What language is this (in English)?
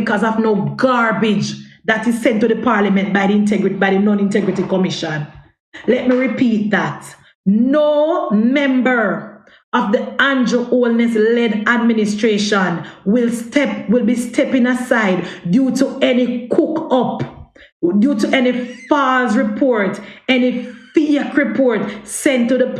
Jamaican Creole English